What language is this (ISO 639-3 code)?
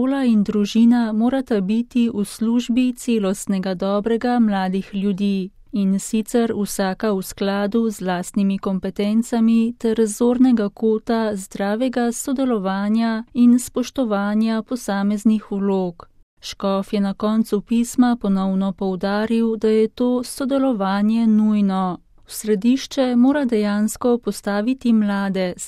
slv